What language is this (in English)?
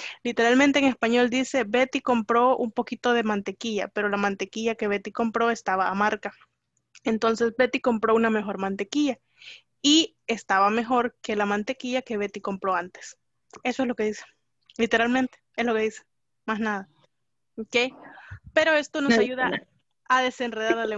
Spanish